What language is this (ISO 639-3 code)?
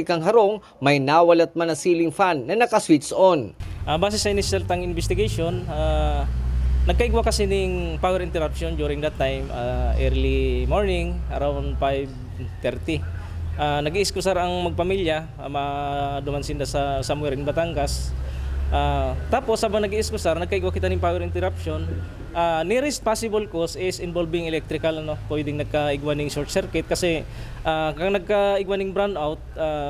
bik